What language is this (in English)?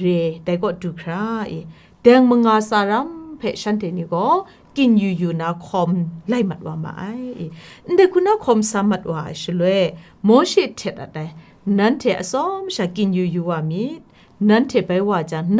Kachin